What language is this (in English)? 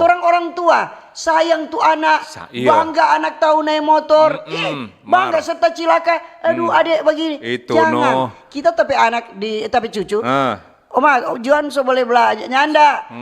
Manado Malay